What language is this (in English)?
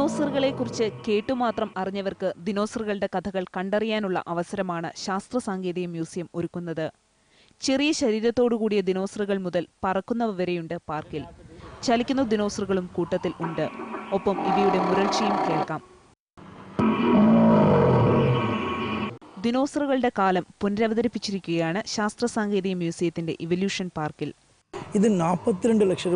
Malayalam